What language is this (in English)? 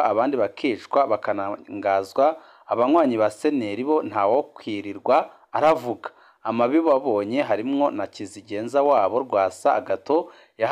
Rundi